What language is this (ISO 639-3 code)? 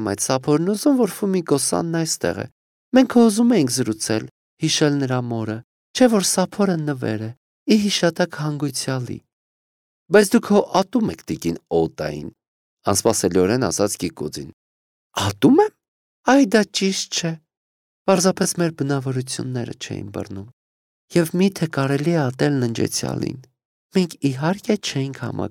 hye